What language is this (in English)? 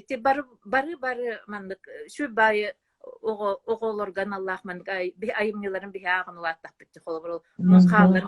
Yakut